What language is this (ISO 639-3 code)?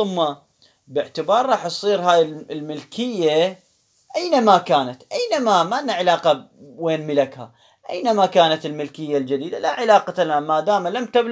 ary